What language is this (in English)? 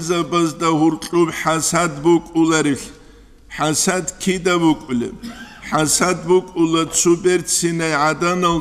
Avaric